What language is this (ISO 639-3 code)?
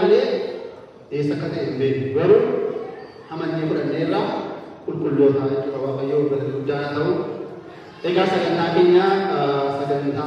orm